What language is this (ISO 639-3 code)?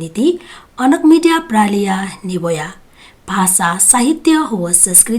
new